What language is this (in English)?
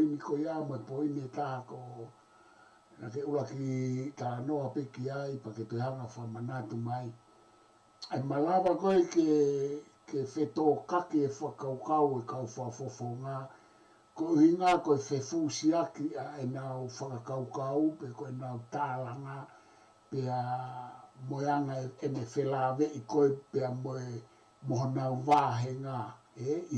Tongan